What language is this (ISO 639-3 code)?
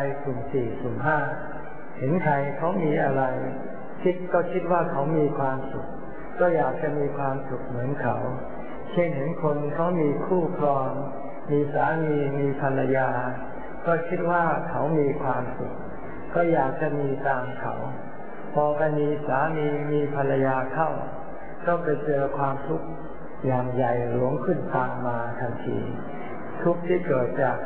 tha